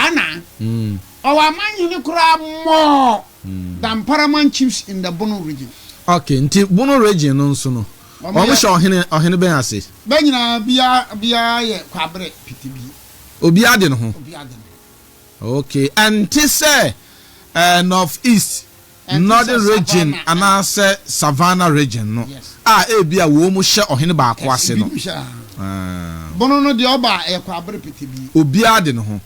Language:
Akan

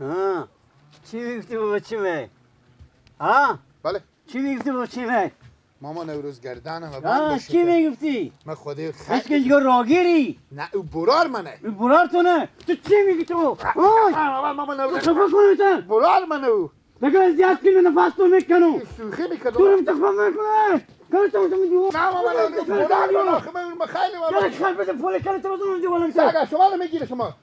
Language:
Persian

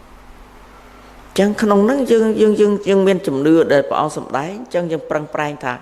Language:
Khmer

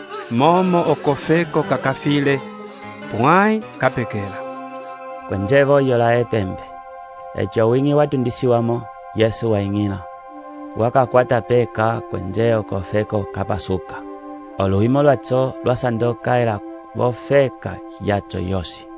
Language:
Umbundu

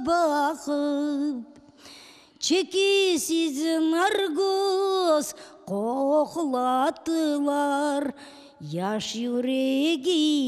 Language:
Crimean Tatar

